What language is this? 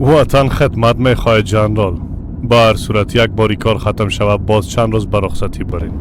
Persian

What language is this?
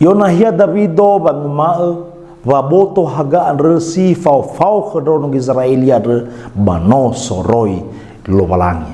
Nias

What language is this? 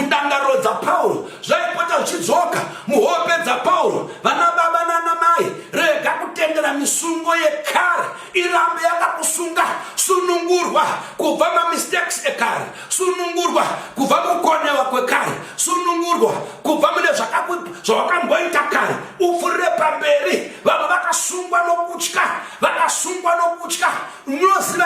Shona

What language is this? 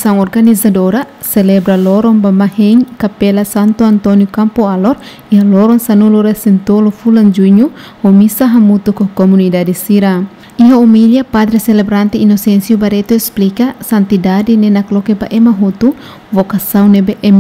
Tetum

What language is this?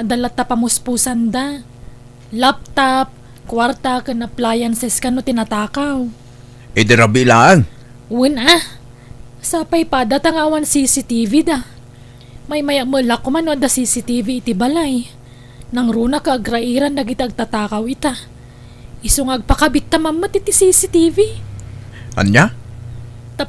Iloko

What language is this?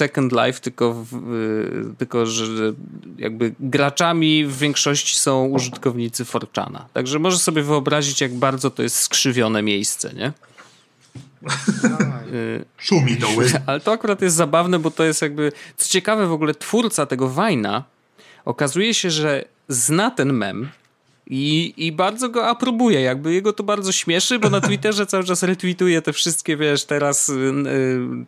Polish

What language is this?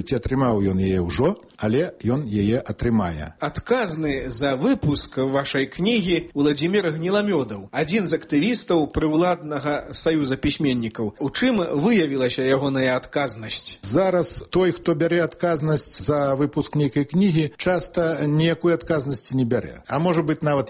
Belarusian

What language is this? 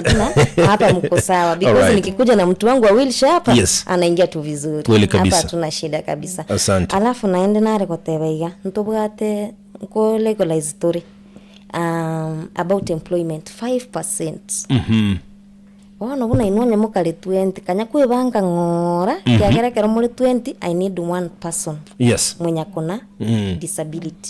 Gusii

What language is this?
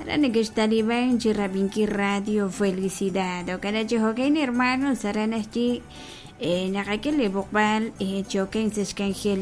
Kekchí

